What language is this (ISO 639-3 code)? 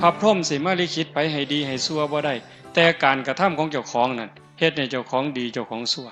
tts